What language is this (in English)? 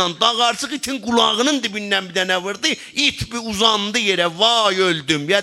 South Azerbaijani